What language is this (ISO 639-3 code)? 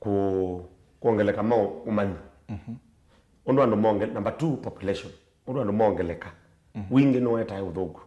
kam